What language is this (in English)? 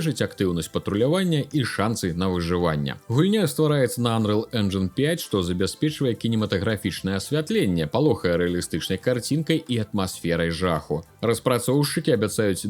Belarusian